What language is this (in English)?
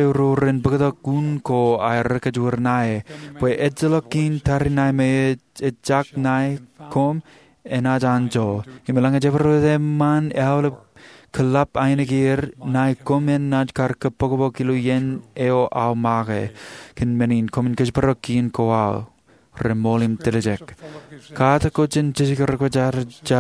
Marshallese